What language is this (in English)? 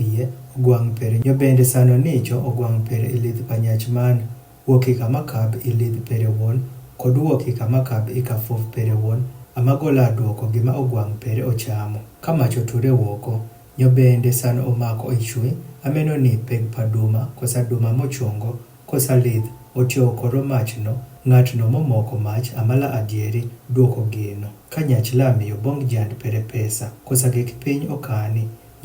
Adhola